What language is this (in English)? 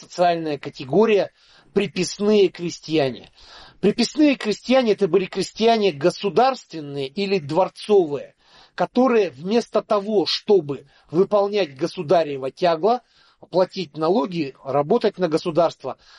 Russian